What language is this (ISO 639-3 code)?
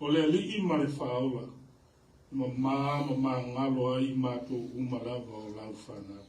smo